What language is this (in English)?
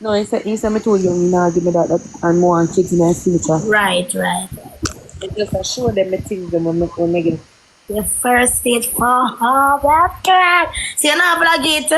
Jamaican Creole English